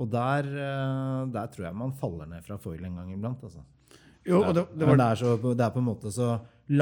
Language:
Norwegian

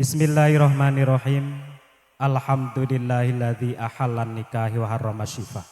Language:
Javanese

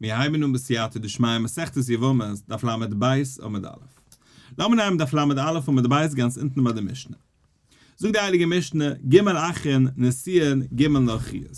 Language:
Yiddish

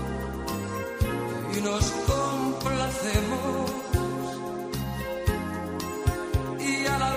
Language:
Slovak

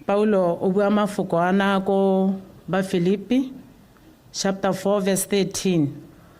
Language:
Tswana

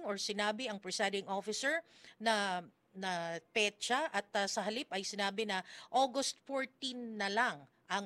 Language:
Filipino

